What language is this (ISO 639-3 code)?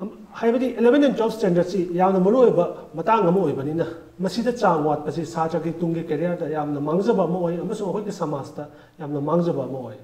mni